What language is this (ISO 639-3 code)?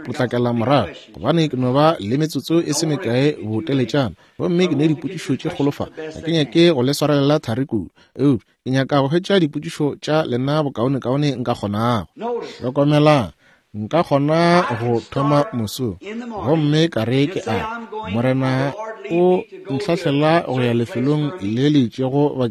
nso